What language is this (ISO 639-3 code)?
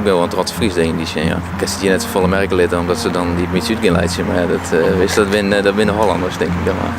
fry